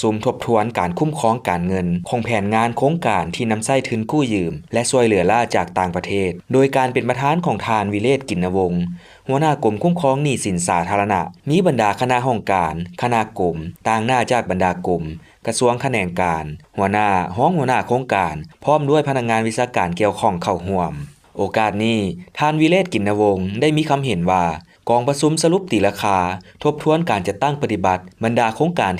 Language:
Lao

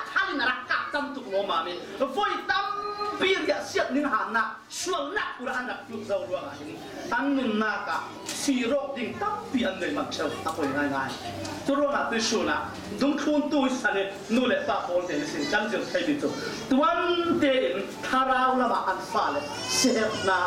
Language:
Falam Chin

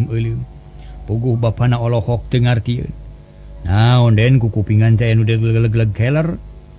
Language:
Sundanese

